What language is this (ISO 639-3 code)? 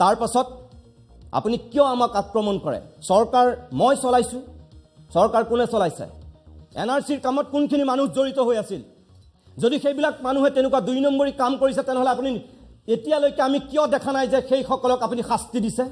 asm